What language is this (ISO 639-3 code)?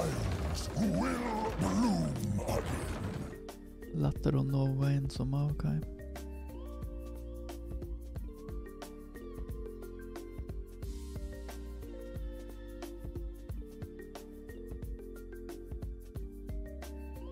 nor